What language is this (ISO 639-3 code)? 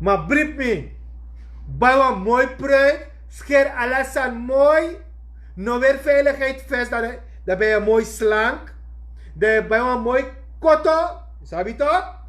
srn